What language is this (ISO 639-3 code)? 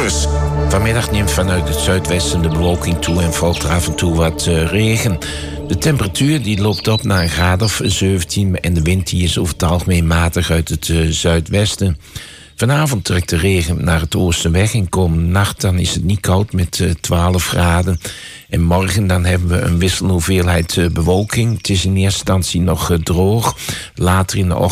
nld